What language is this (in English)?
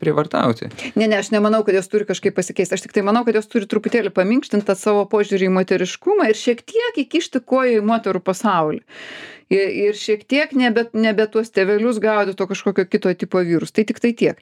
Lithuanian